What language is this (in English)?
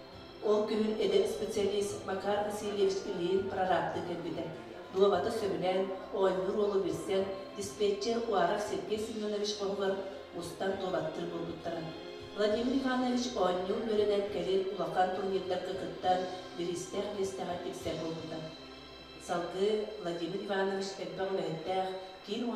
Yakut